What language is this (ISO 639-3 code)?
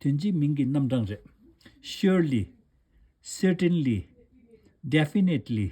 bod